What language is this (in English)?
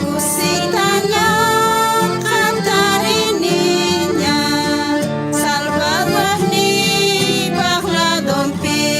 South Bolivian Quechua